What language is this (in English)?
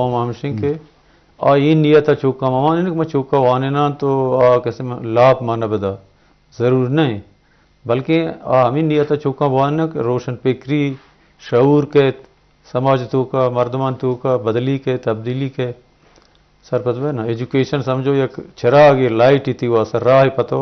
Eastern Balochi